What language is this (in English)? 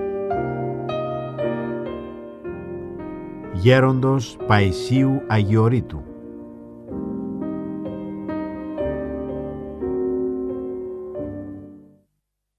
Greek